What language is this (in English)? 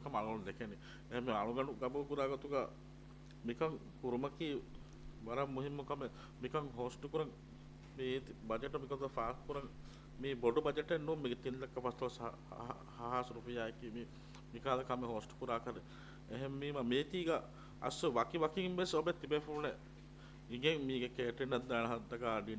Divehi